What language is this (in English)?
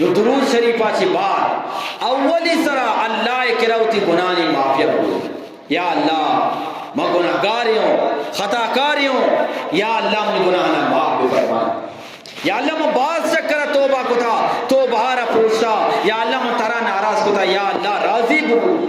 Eastern Balochi